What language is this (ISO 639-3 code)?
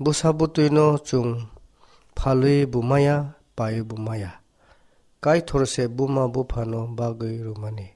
trp